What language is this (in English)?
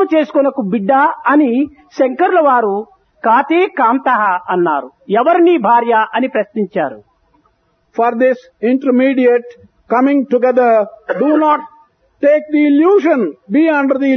Telugu